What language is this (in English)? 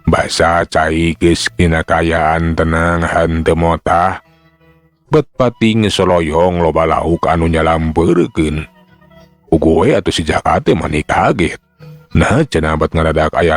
Sundanese